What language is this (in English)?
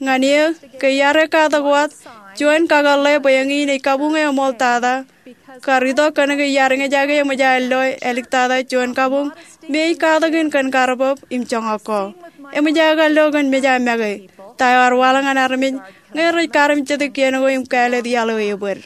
Marshallese